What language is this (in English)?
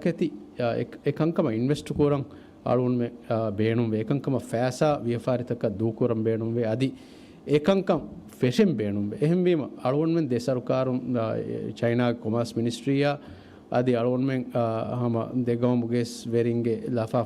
Divehi